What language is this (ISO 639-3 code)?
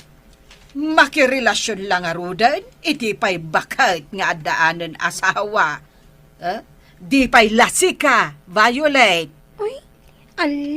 ilo